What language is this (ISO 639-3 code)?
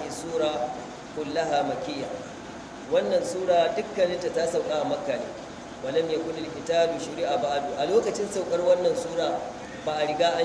hau